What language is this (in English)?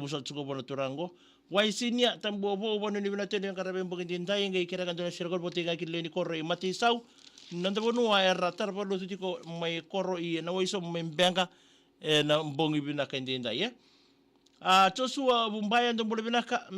Fijian